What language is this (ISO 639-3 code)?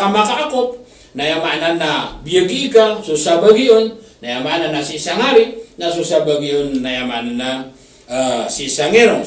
mrw